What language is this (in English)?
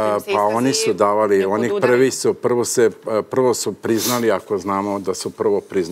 Serbian